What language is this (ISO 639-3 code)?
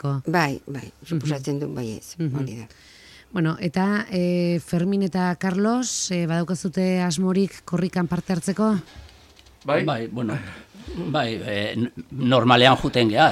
eus